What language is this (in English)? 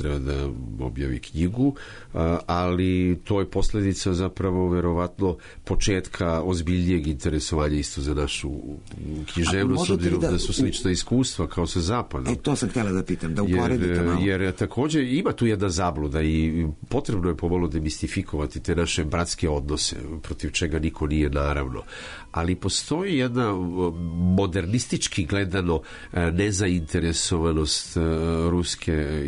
Serbian